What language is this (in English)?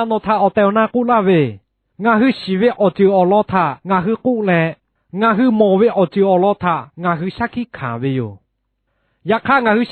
Lahu